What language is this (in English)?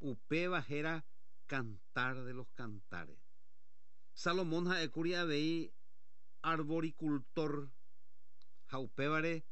Guarani